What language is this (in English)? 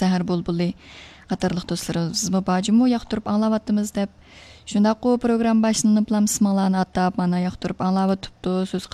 Uyghur